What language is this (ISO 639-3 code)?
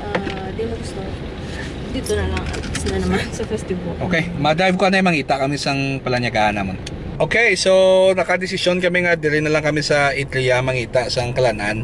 hil